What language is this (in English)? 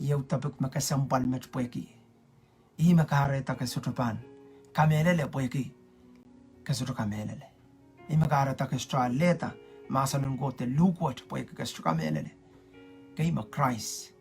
Pohnpeian